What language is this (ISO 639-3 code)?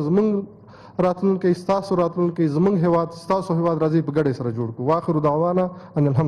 pus